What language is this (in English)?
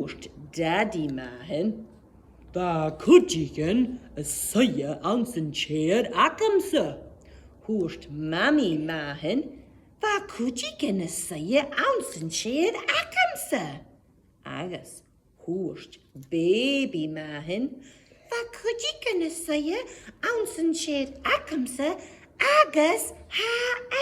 Scottish Gaelic